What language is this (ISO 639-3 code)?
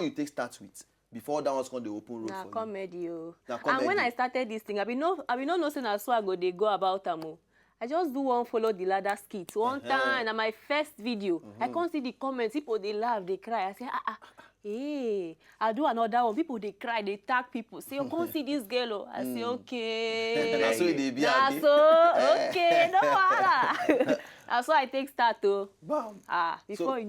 pcm